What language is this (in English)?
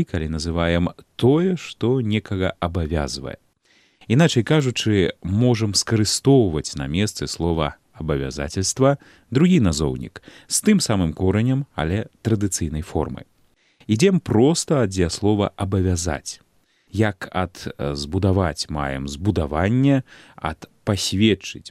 Belarusian